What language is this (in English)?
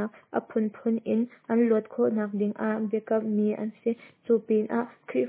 Hakha Chin